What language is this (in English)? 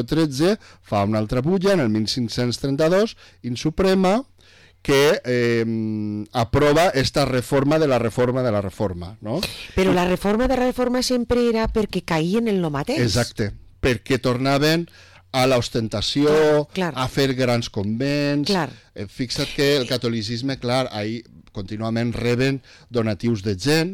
Catalan